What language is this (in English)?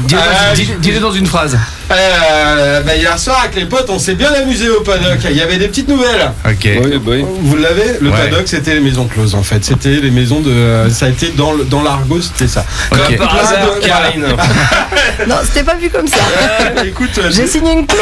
French